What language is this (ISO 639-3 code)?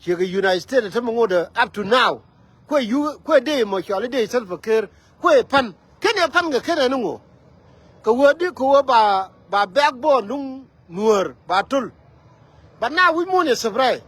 nus